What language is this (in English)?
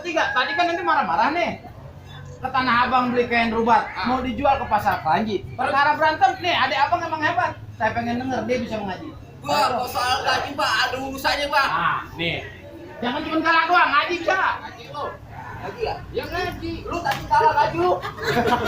Betawi